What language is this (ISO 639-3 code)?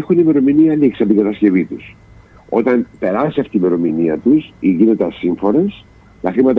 ell